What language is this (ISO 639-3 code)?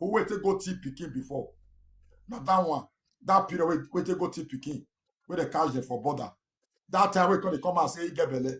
pcm